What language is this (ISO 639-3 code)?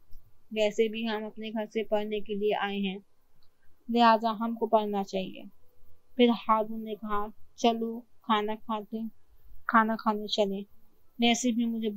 urd